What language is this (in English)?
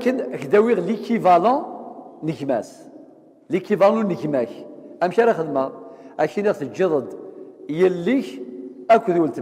Kabyle